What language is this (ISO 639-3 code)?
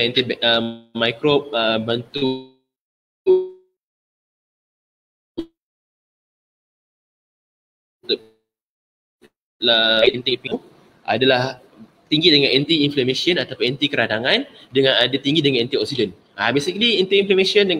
msa